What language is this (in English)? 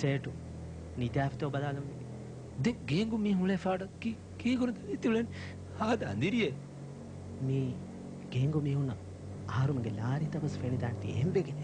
Divehi